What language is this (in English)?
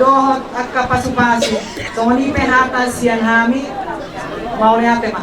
Batak Toba